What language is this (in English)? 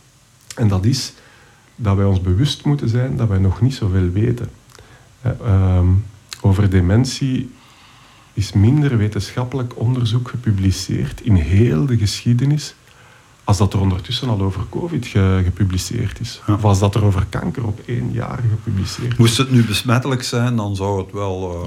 Dutch